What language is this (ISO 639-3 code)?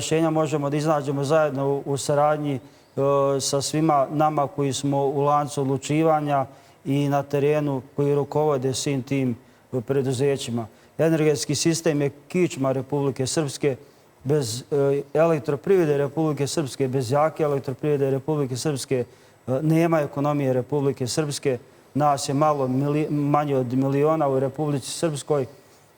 bos